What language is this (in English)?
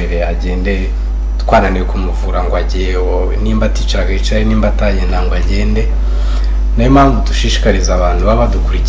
Kinyarwanda